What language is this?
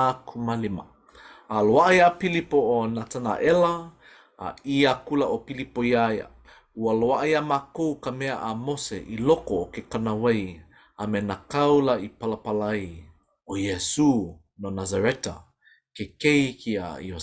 Hawaiian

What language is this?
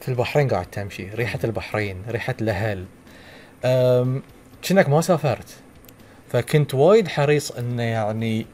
Gulf Arabic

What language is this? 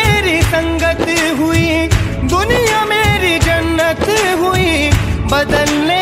Hindi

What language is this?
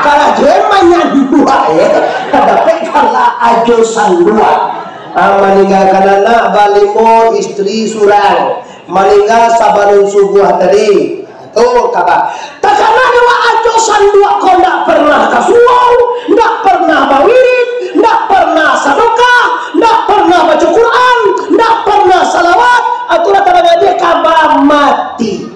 Minangkabau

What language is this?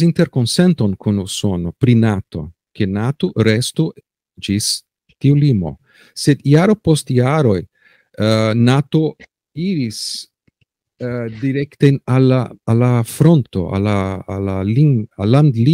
Esperanto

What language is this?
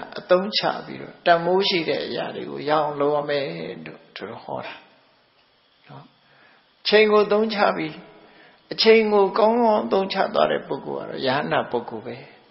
Burmese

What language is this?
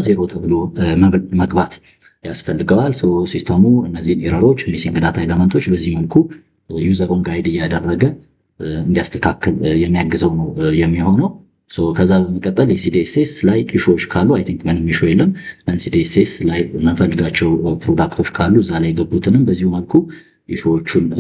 Amharic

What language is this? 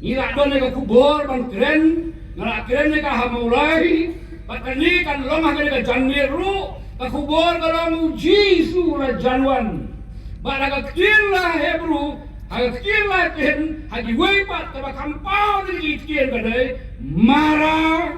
Khasi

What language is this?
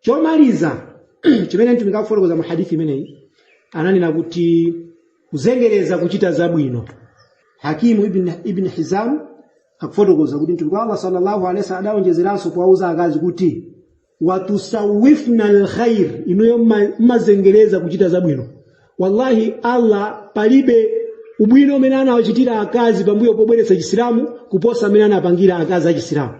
Nyanja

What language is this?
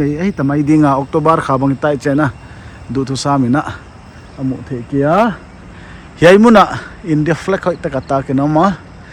Paite Chin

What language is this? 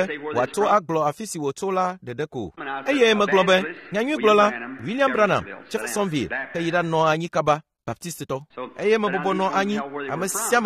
Ewe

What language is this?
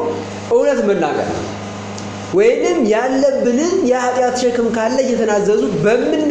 Amharic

